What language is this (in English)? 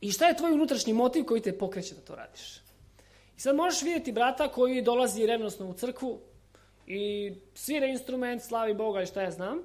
Serbian